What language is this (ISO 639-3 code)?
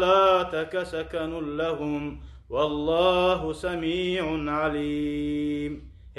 kum